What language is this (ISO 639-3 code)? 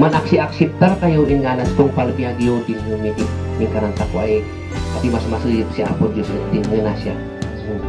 kne